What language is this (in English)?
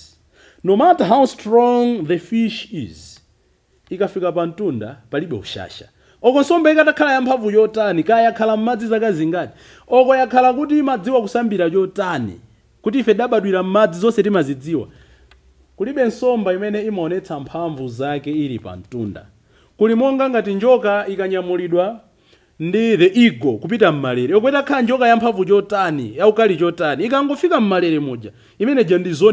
Nyanja